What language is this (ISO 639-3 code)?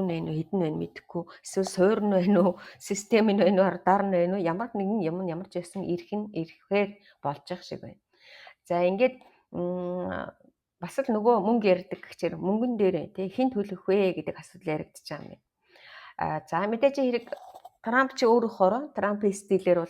mon